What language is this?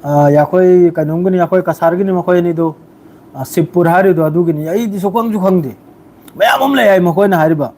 Manipuri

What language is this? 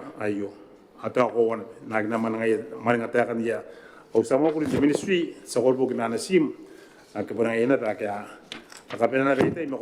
Gilbertese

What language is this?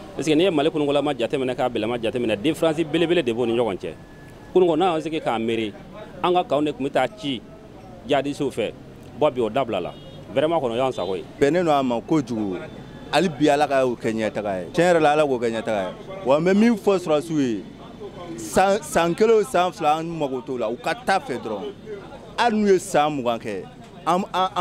Bambara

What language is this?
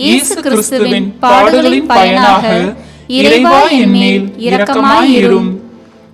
Tamil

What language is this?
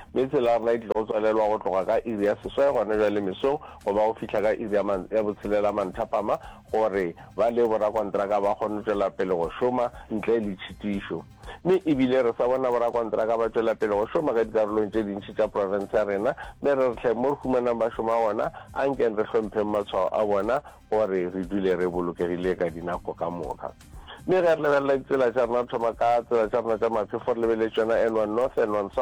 Northern Sotho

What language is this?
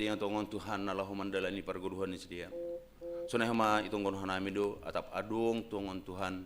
Batak Simalungun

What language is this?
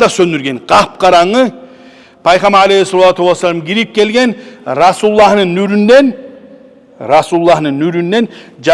Kumyk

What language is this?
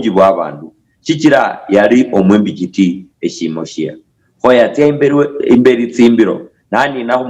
Luyia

